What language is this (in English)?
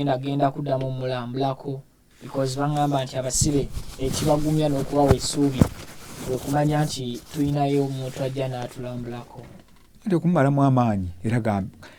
Ganda